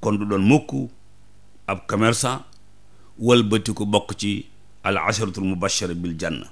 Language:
Wolof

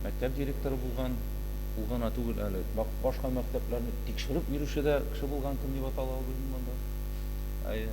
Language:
Tatar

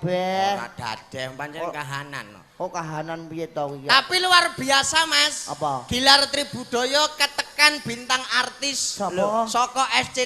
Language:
Javanese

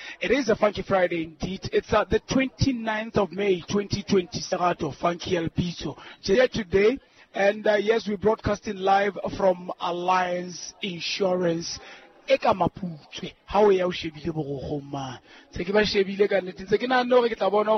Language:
Southern Sotho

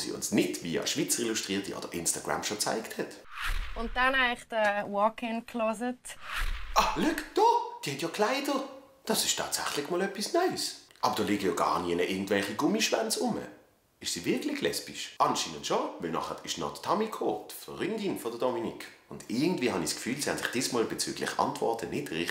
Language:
Swiss German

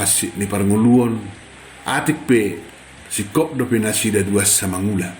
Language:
Batak Toba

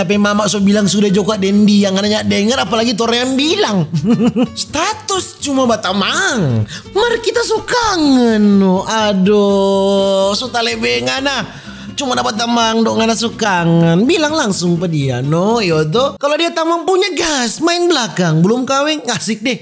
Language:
Manado Malay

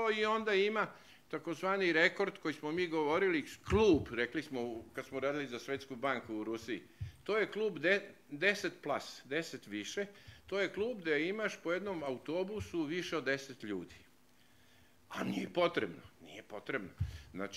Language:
Serbian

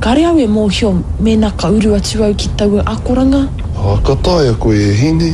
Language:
Māori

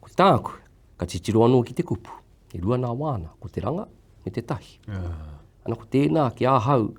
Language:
Māori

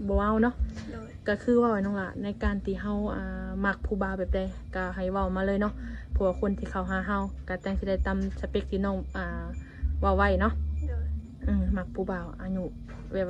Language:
Lao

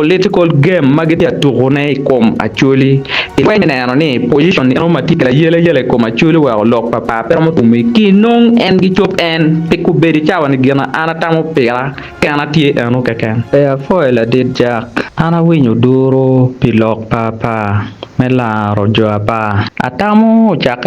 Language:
Acoli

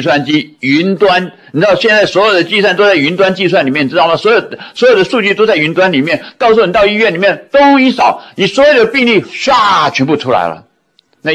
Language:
Chinese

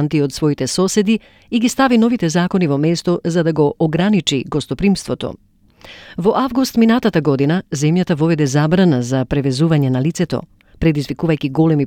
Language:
Macedonian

